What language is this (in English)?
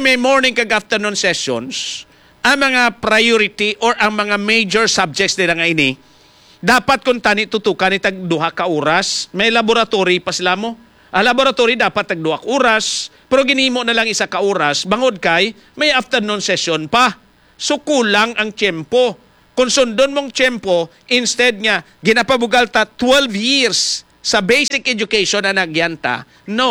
Hiligaynon